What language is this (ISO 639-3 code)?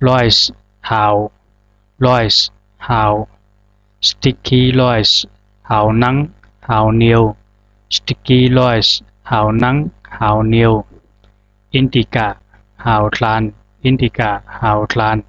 zha